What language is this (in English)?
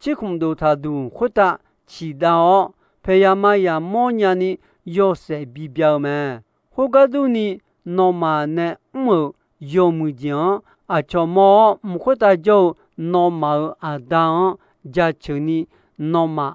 Akha